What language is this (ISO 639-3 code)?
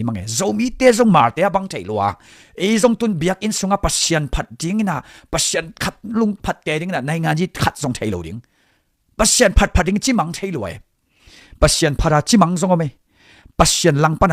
ctd